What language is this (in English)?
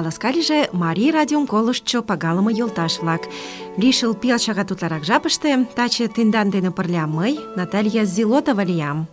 Mari